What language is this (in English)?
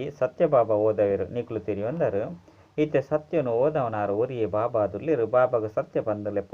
Tulu